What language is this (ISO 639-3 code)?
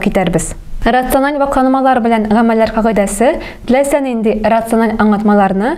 tat